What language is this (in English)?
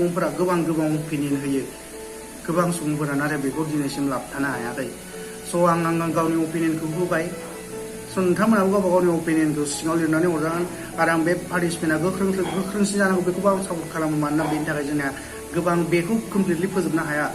Bodo